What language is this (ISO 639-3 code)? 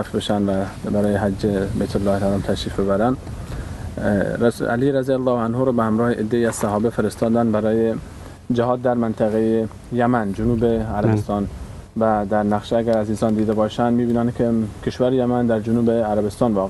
fas